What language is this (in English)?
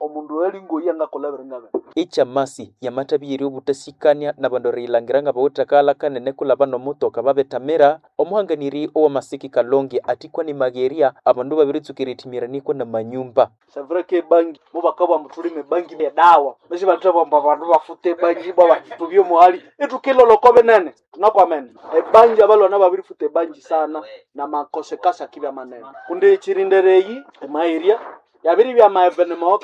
Nande